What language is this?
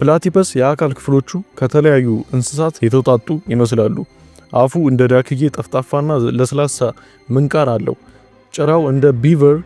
Amharic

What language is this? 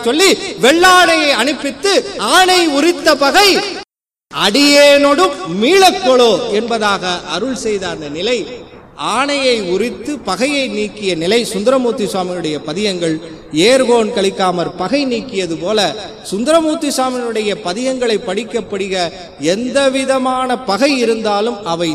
Tamil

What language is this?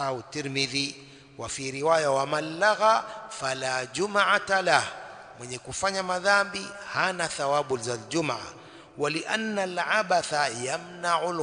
Swahili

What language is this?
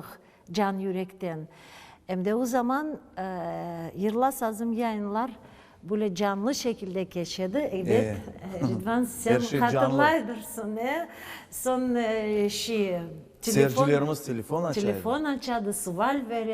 Crimean Tatar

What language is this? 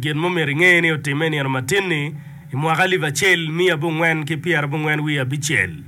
Acoli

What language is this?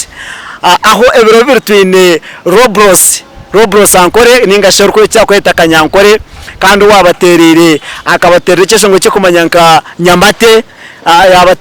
Nyankole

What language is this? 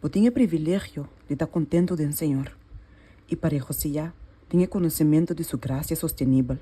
Papiamento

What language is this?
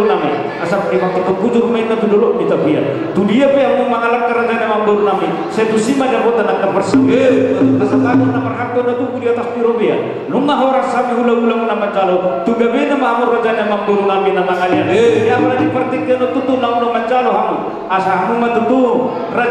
Batak Toba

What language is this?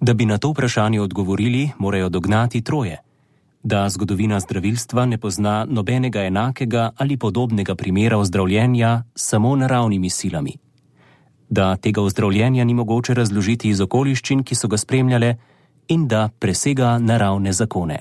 Slovenian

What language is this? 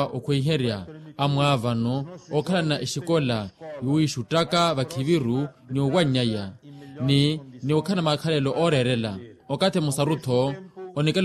Makhuwa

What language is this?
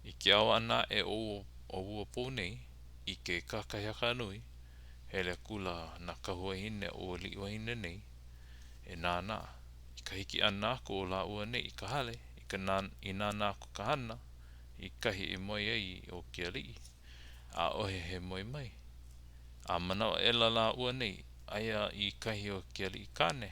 Hawaiian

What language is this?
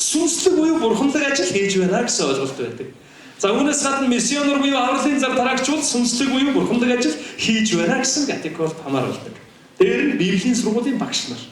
Mongolian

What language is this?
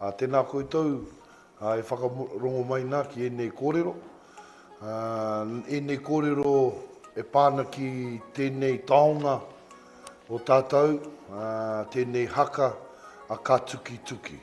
Māori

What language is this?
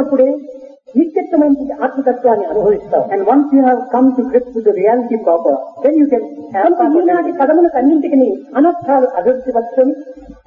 Telugu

